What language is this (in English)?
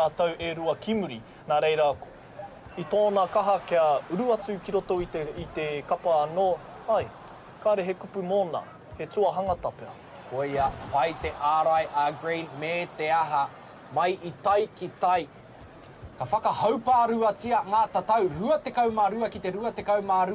Māori